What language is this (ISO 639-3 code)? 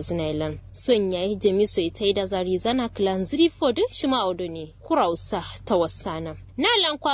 kau